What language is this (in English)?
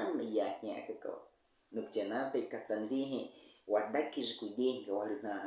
Baniwa